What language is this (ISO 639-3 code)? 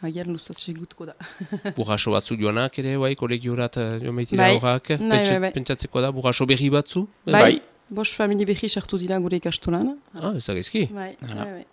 eus